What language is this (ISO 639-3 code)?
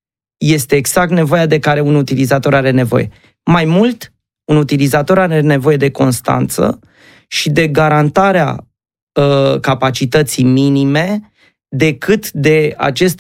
ron